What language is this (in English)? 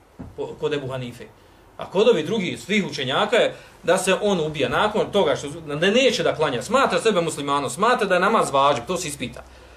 Bosnian